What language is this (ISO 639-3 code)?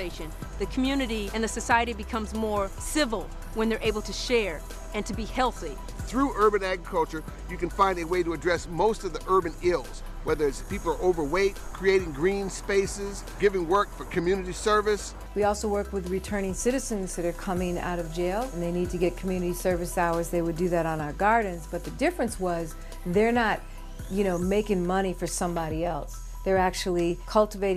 eng